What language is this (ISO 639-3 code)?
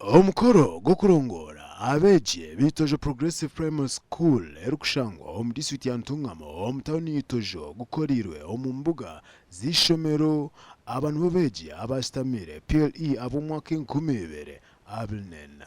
nyn